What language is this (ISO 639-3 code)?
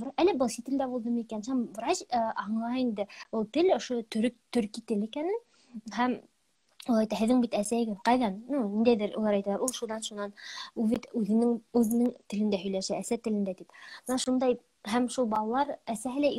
bak